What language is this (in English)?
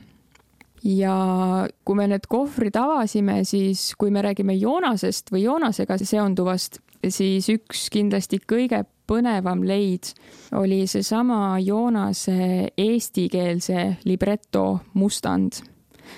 Estonian